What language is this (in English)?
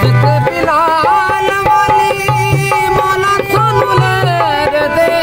Saraiki